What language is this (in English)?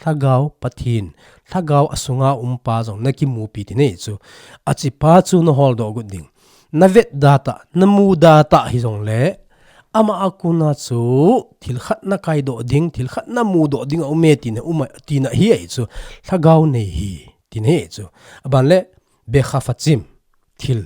Thado Chin